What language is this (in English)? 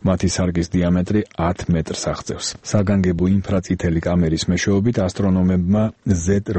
Georgian